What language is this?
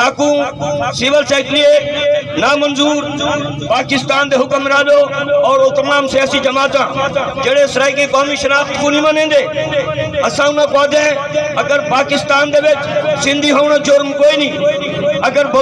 Saraiki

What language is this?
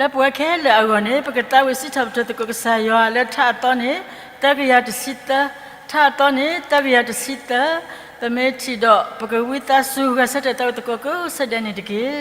S'gaw Karen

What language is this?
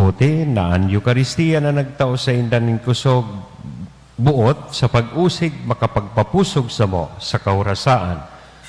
Bikol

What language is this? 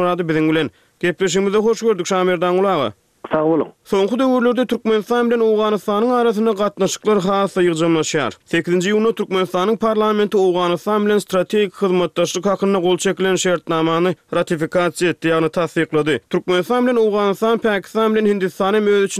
Turkmen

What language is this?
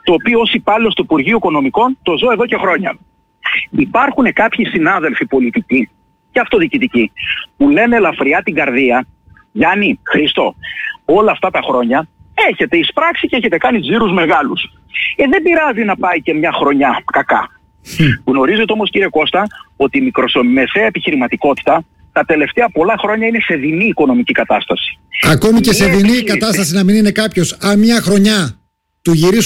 Greek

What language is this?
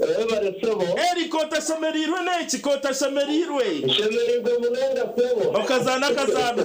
Nyankole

